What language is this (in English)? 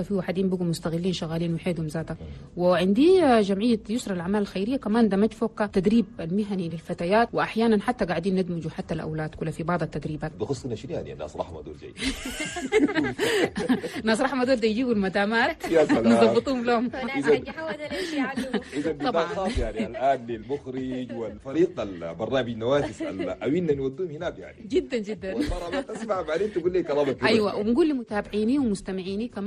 Chadian Arabic